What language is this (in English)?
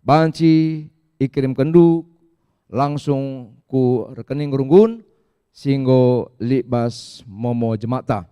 Batak Karo